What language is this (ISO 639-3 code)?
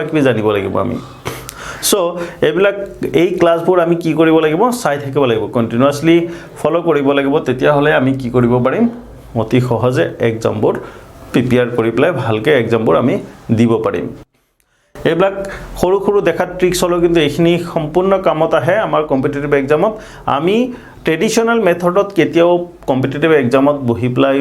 asm